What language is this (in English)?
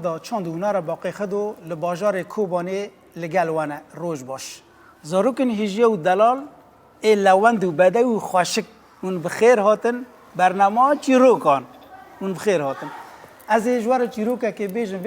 Kurdish